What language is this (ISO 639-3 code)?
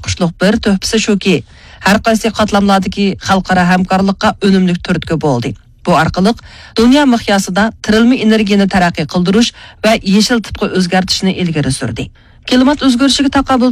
uig